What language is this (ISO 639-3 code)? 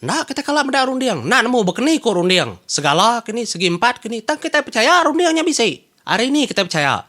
iba